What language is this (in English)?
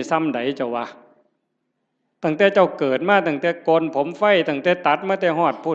Northeastern Thai